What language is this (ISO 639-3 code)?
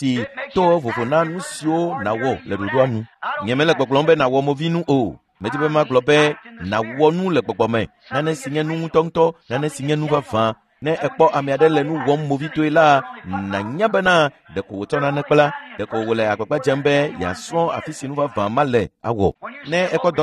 ewe